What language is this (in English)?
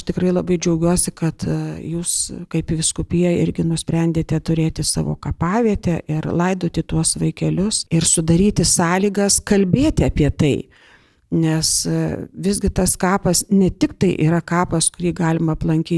Lithuanian